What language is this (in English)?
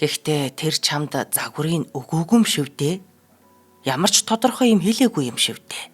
Mongolian